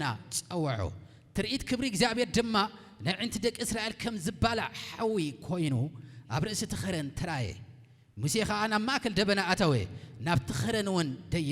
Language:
Tigrinya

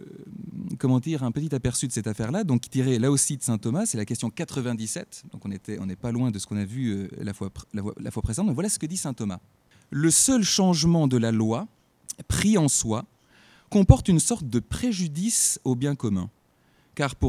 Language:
French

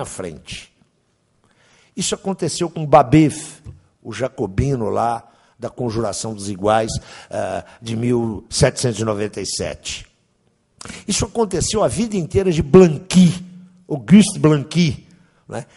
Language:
Portuguese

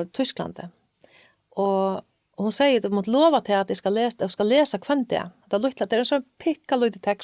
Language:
Faroese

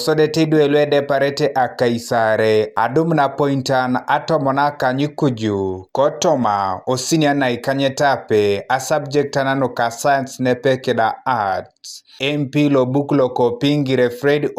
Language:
Teso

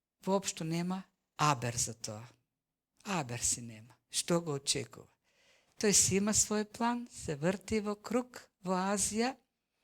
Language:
Macedonian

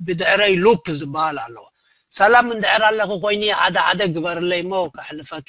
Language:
Tigrinya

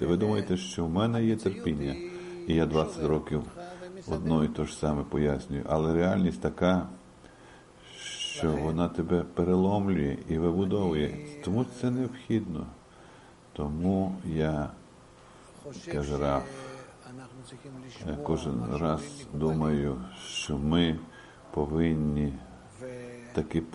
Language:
Ukrainian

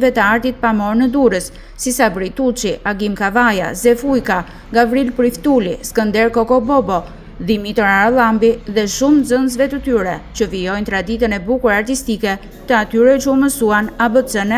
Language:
Albanian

